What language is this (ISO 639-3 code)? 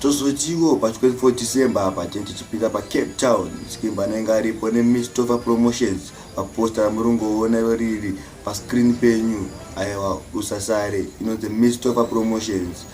sna